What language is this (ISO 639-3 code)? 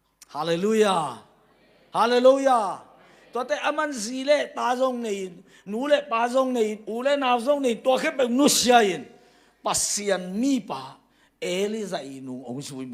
ctd